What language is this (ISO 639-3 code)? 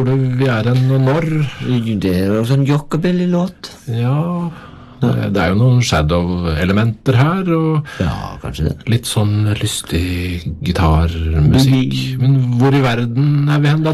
nor